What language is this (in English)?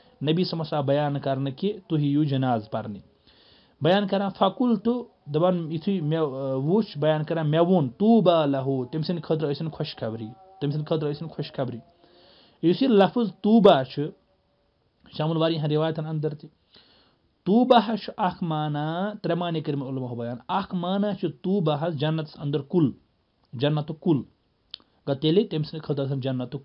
Kashmiri